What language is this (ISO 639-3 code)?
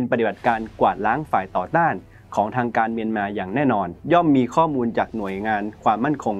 tha